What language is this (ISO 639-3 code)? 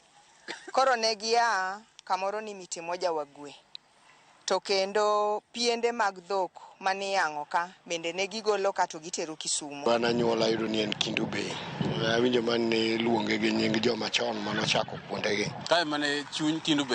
luo